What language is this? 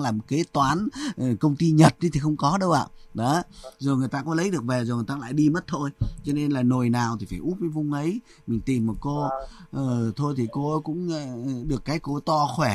Vietnamese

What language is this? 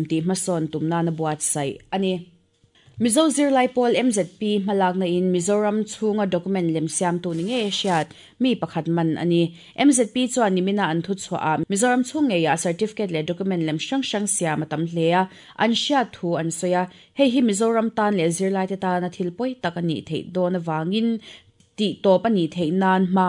Mizo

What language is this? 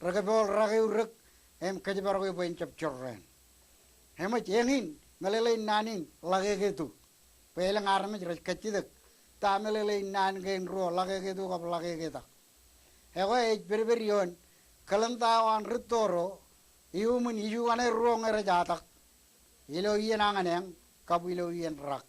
Marshallese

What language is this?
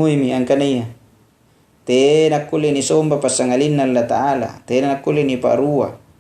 Makasar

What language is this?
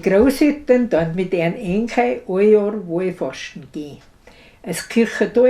Bavarian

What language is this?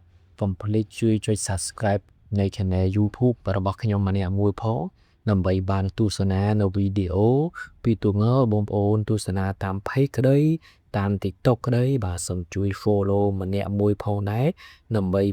Khmer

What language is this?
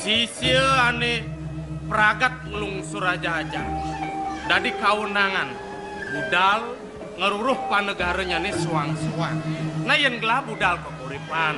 Balinese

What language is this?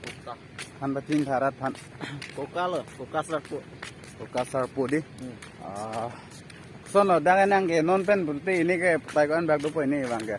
Karbi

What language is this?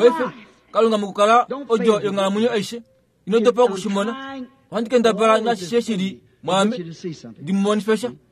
Kuanyama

